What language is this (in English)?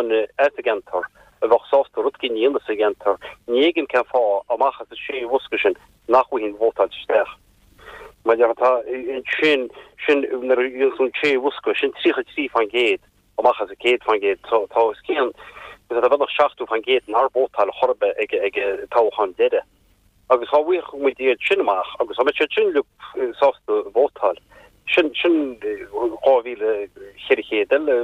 Irish